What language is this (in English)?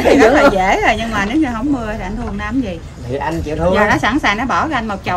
Vietnamese